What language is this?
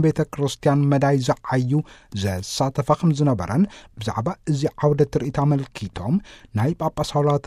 Tigrinya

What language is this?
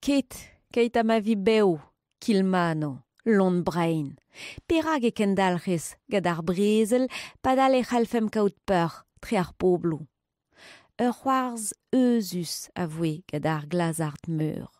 Breton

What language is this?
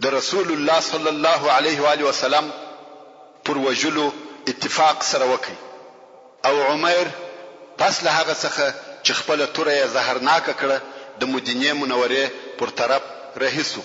Pashto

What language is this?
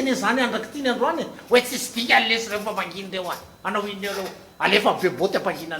Malagasy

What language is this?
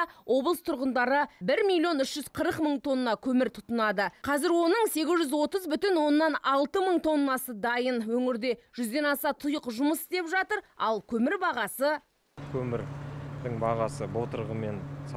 Kazakh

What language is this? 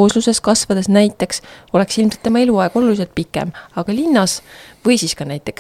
Estonian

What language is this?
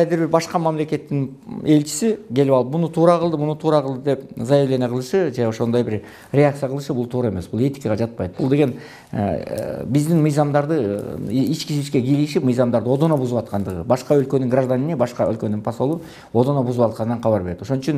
Kyrgyz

